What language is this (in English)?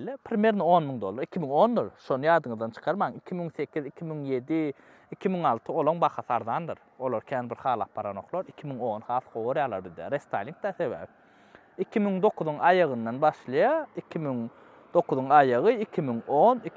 Turkmen